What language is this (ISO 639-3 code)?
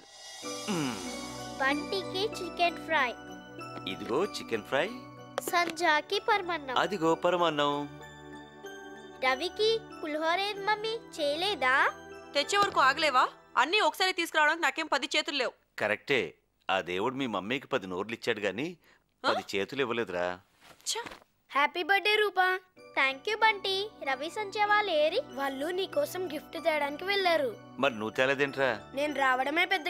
tel